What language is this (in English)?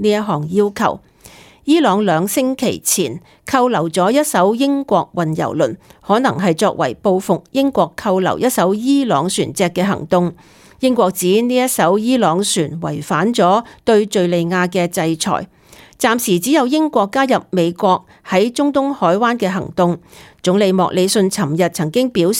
Cantonese